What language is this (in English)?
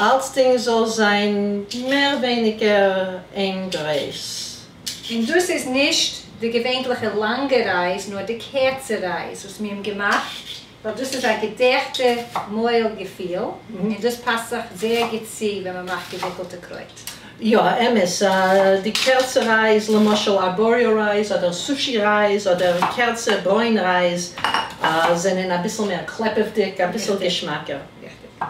Yiddish